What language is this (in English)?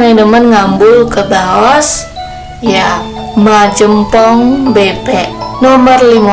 Balinese